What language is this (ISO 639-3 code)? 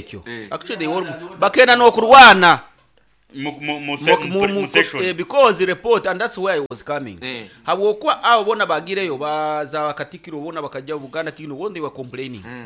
nyo